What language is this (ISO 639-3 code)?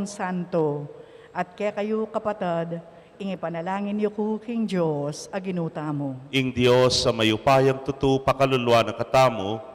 pam